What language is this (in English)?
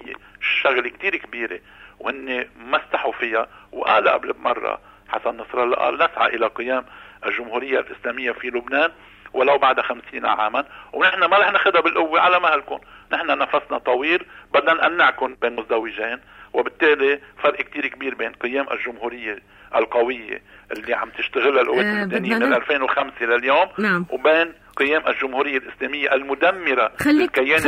North Levantine Arabic